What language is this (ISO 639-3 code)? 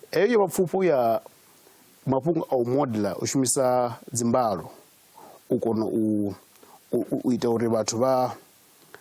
ven